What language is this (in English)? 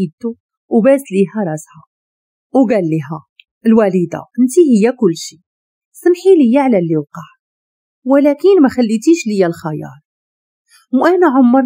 Moroccan Arabic